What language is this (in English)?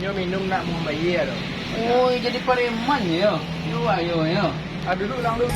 Minangkabau